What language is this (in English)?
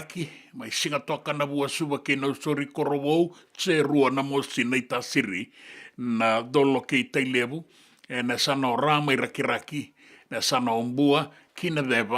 Fijian